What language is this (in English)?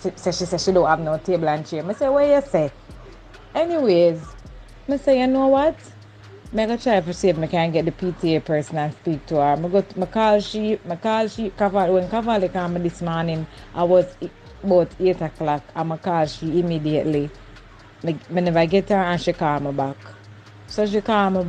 Jamaican Creole English